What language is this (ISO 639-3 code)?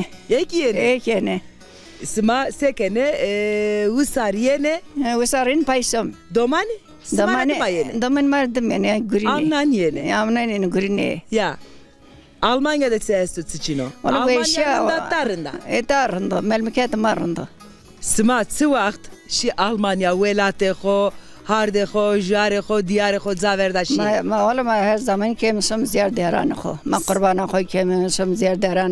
zza